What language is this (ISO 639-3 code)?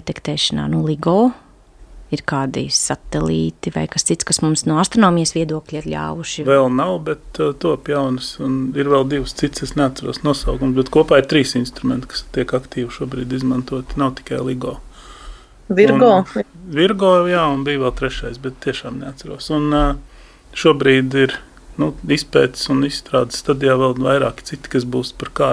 lav